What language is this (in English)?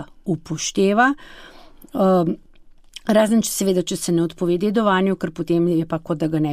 Slovenian